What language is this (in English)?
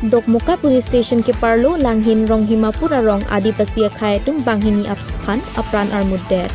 Karbi